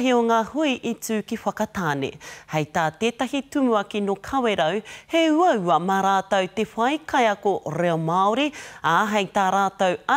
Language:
Māori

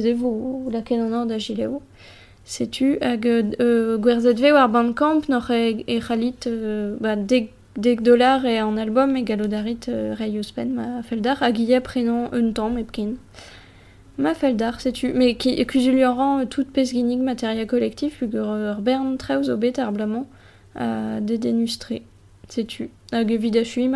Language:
Breton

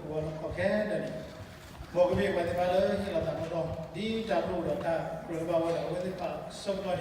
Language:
S'gaw Karen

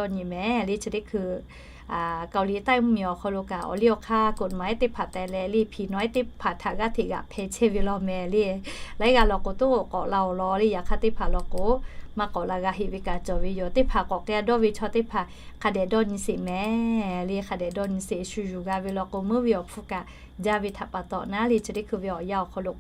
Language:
Lahu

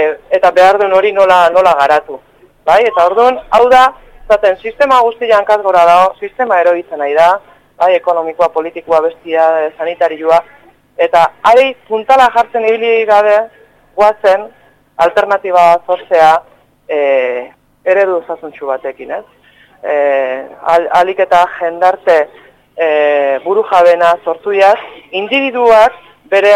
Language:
Basque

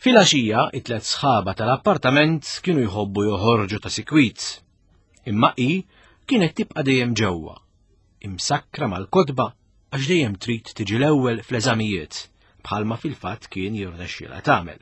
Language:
Maltese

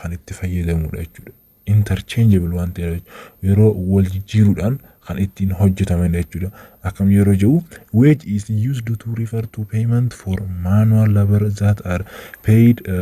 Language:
Oromo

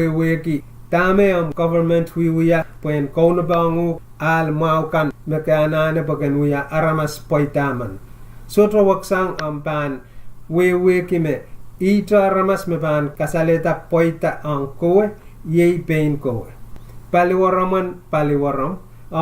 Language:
Pohnpeian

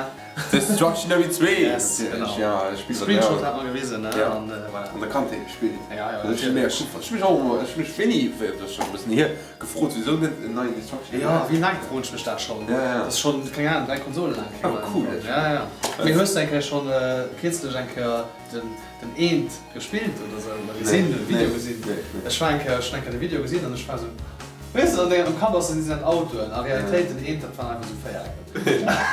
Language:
Luxembourgish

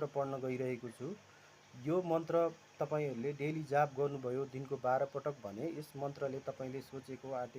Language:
Nepali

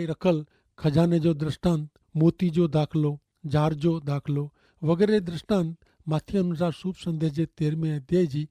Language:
Kachhi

